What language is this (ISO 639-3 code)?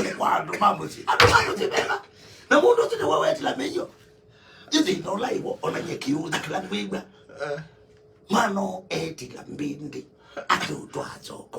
kam